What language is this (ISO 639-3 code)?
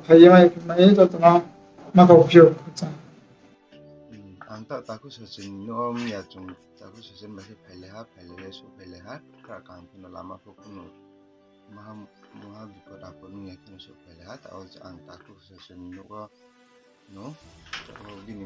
ria